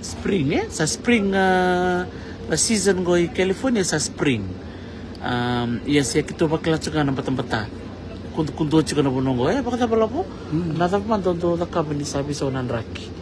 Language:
Fijian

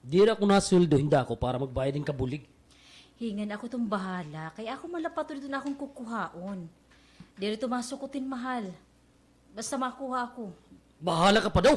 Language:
Waray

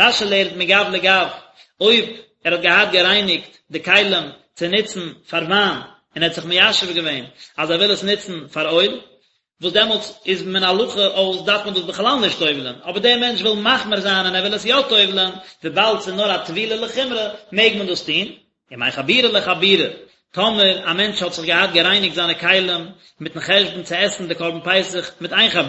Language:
Yiddish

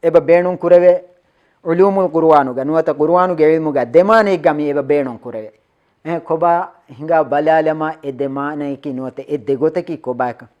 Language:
Divehi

